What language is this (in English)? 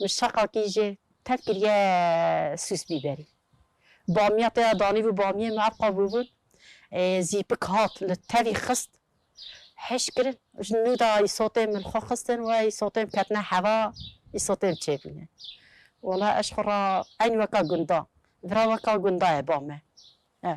Kurdish